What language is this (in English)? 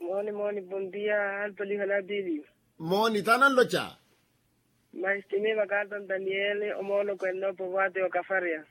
Makhuwa